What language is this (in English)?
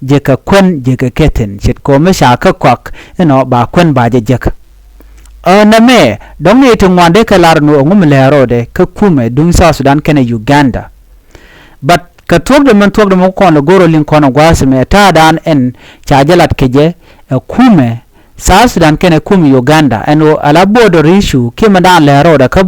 Nuer